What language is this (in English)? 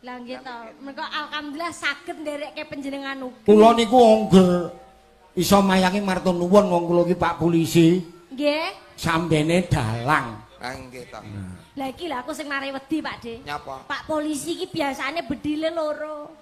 Javanese